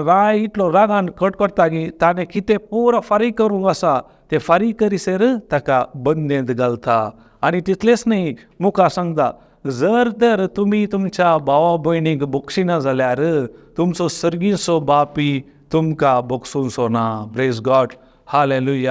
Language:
Konkani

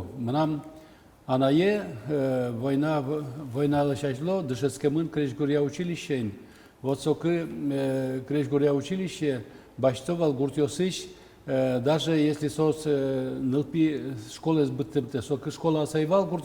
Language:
Udmurt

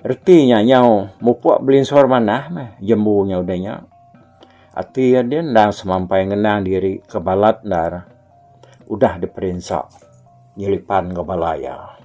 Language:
Iban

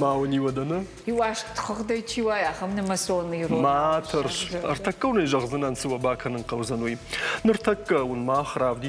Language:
Ossetic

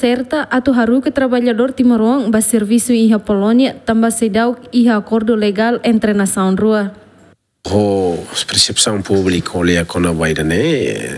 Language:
Tetum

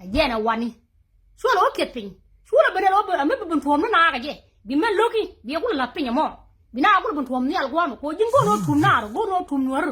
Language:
Nuer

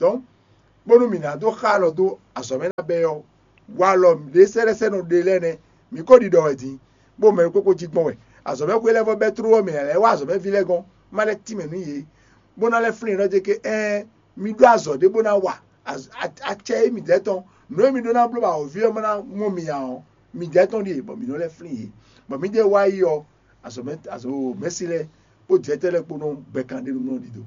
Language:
Fon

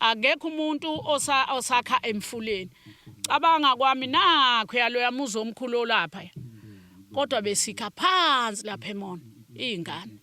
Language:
Zulu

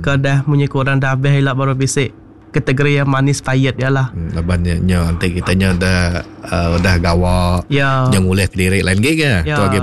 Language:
Iban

